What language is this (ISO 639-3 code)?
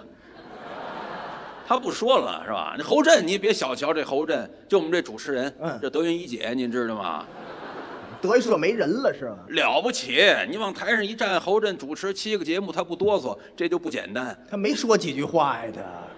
zho